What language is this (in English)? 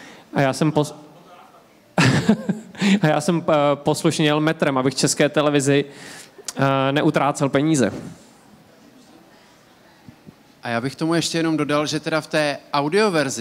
Czech